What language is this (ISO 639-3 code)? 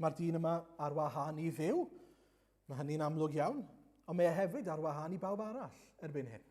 cym